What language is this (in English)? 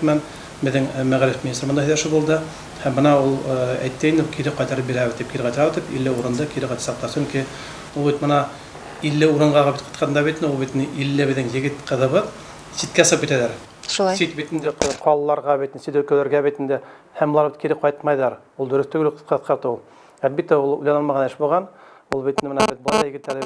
Bashkir